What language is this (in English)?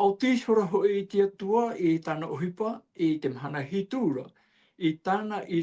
Tahitian